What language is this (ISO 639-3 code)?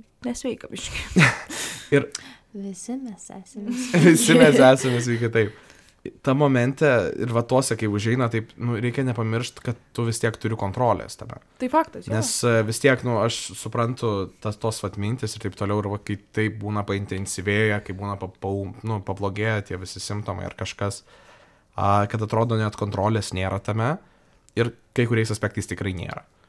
lit